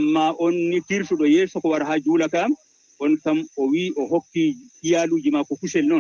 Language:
Fula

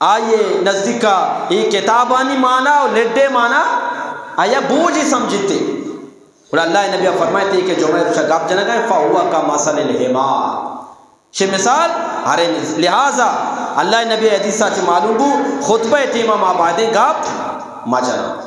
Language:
Eastern Balochi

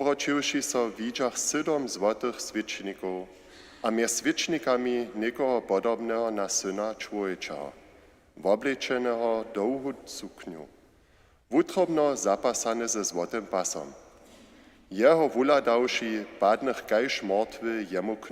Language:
Upper Sorbian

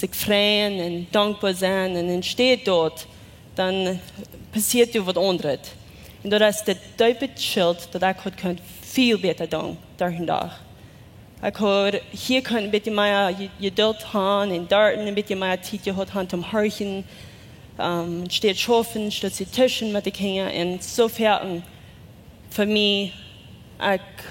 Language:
Plautdietsch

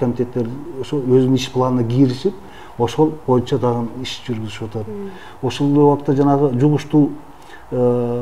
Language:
Kyrgyz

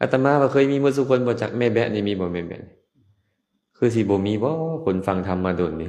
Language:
Lao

